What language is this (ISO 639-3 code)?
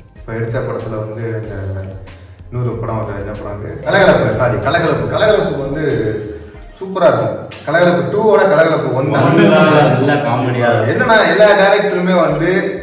tam